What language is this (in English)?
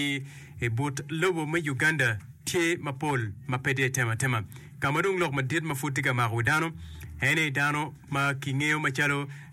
Acoli